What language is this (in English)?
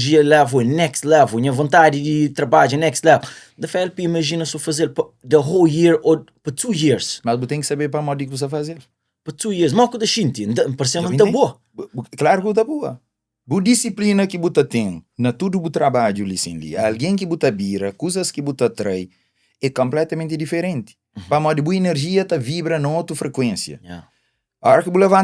Kabuverdianu